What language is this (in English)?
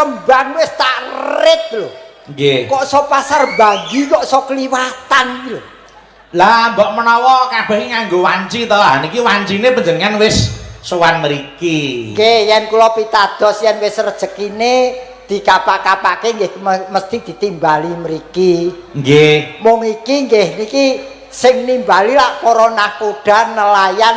Javanese